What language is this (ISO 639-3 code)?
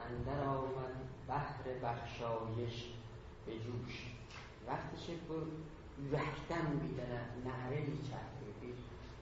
azb